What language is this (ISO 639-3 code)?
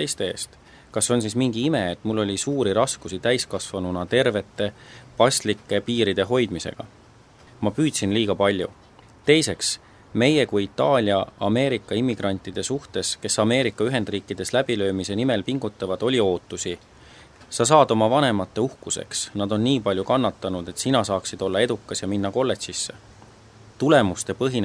est